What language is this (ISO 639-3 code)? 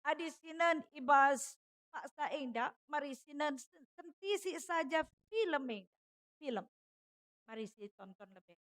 btx